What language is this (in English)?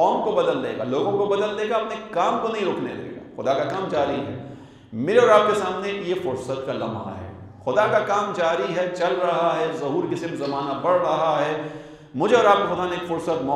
Urdu